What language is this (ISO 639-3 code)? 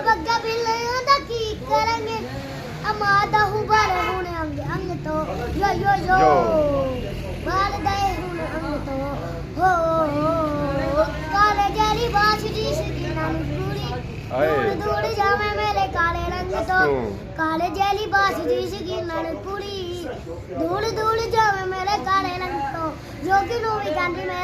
phr